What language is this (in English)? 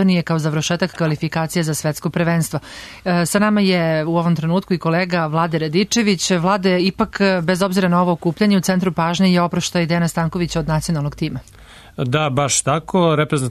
Serbian